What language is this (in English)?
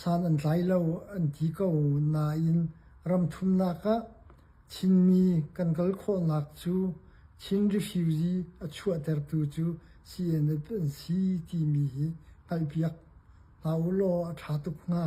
Hakha Chin